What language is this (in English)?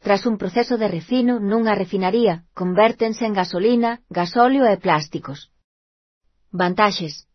Galician